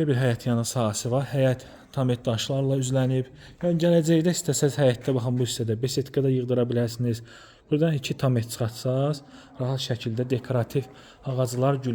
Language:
Azerbaijani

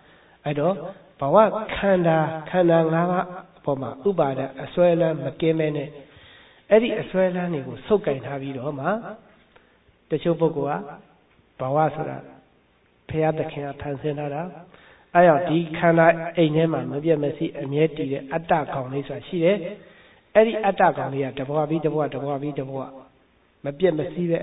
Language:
Burmese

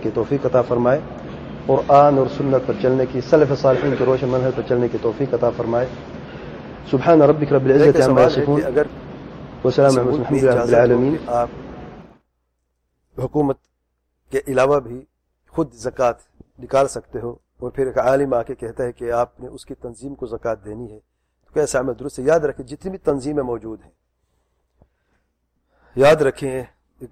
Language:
Urdu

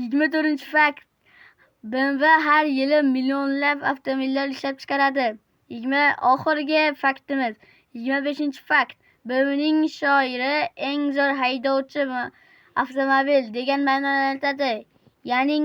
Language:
Uzbek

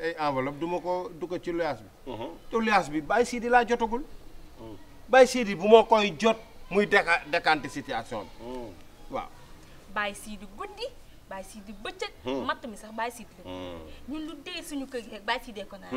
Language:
Wolof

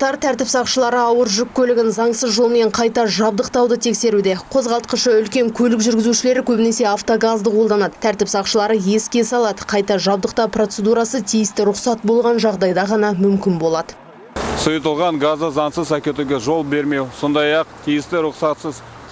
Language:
Kazakh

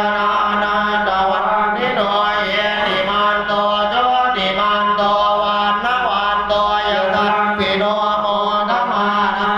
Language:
Pali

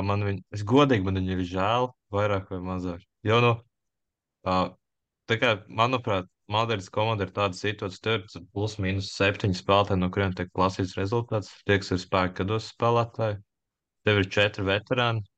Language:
Latvian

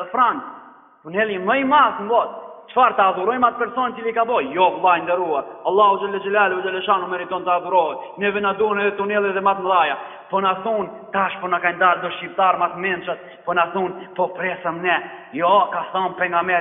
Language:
Albanian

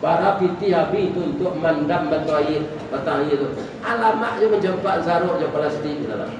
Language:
Minangkabau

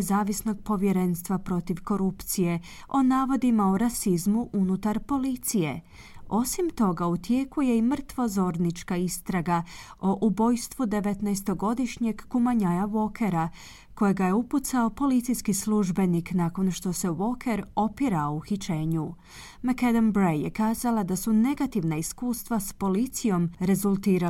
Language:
Croatian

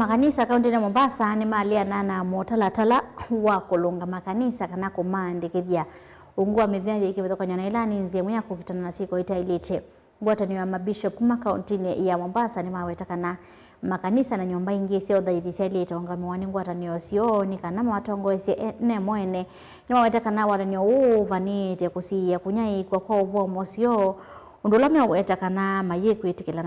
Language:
Kamba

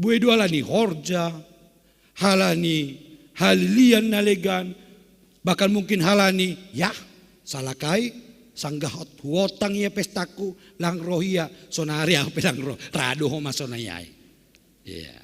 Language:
Batak Simalungun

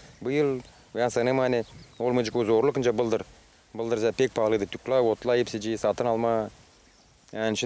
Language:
Gagauz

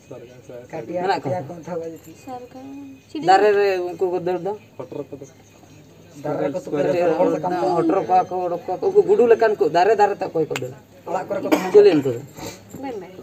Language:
Santali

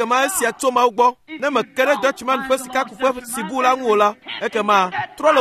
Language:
Ewe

